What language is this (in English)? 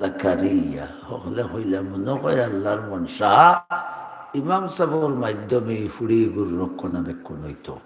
Sylheti